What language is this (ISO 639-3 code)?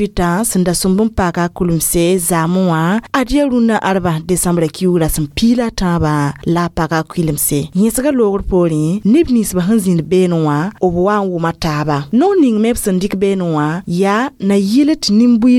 mos